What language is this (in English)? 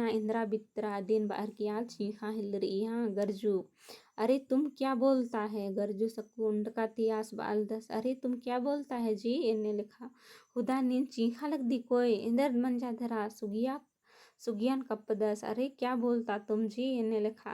Kurukh